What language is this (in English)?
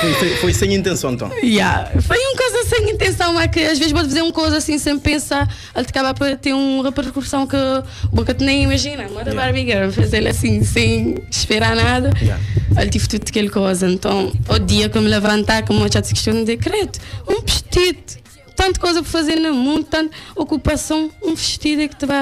Kabuverdianu